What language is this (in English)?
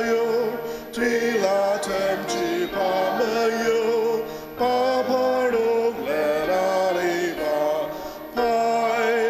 Ao Naga